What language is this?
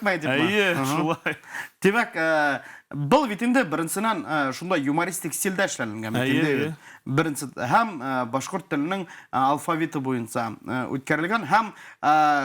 Bashkir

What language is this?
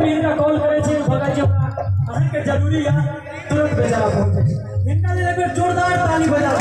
Maithili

